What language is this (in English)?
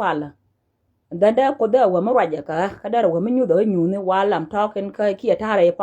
Nuer